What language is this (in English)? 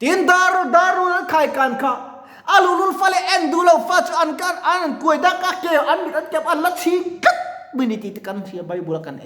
Mizo